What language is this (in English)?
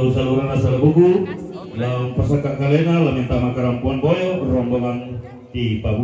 Toraja-Sa'dan